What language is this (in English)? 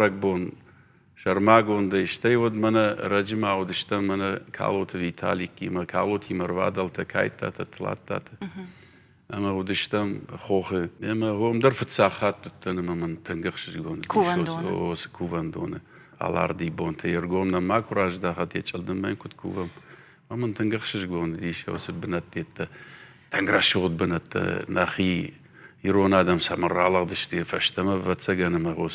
Ossetic